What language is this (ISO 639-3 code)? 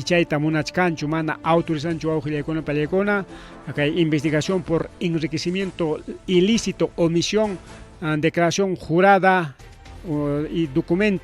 quy